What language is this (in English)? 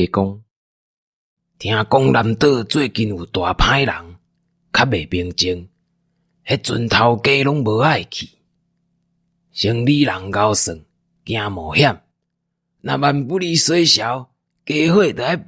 Min Nan Chinese